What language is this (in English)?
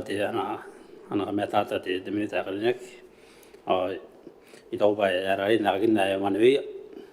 Gilbertese